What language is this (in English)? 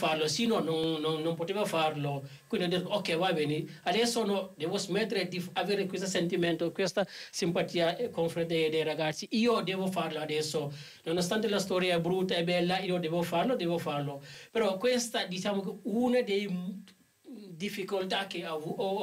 Italian